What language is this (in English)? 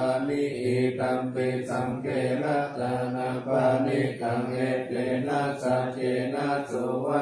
Pali